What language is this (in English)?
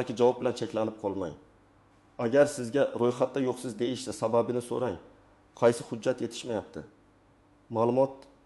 Uzbek